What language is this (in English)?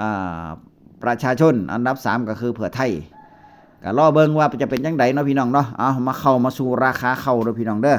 Northeastern Thai